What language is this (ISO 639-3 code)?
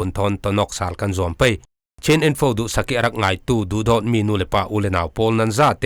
cfm